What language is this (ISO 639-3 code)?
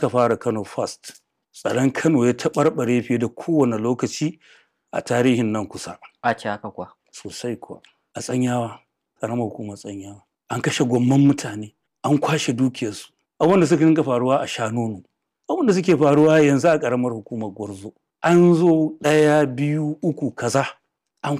hau